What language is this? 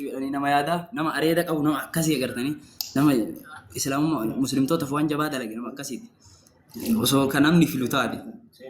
Oromo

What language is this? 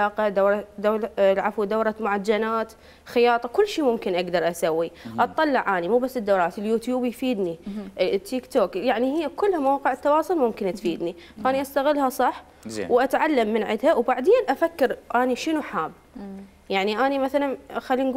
Mesopotamian Arabic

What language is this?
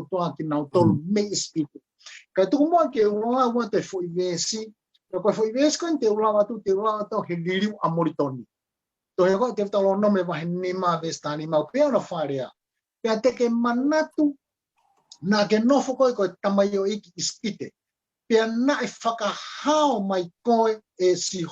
Tongan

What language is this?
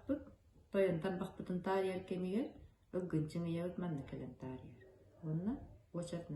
Yakut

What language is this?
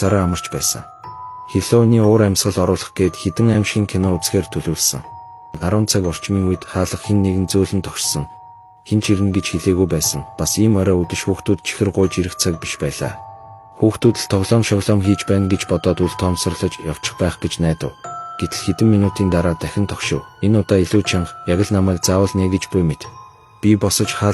Mongolian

